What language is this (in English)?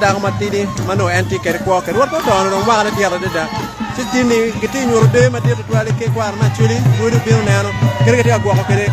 Acoli